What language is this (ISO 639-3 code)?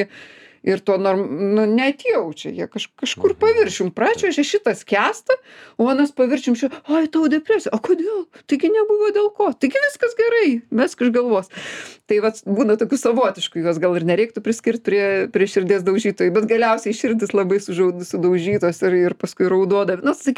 lit